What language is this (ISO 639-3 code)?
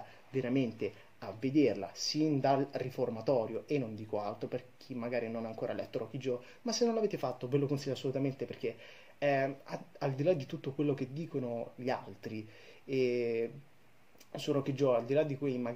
ita